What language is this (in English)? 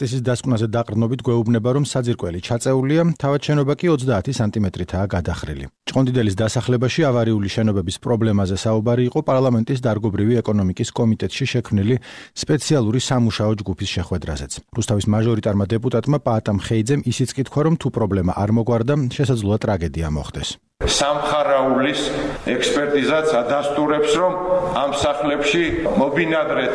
Georgian